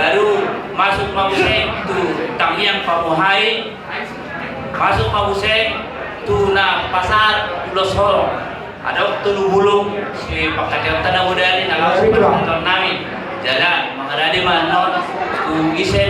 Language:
Batak Toba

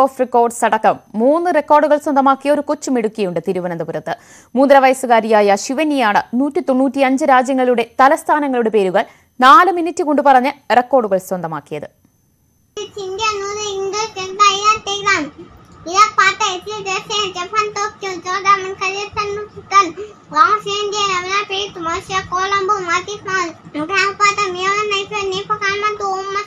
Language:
Malayalam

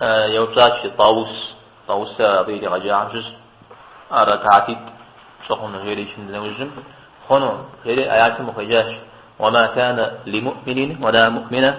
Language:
Kabardian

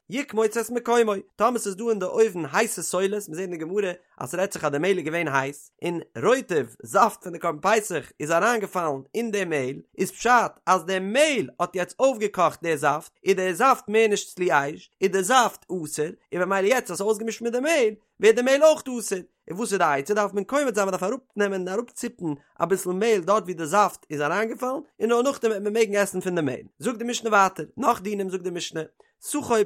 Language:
Yiddish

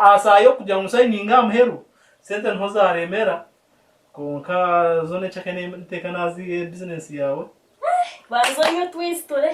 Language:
Nyankole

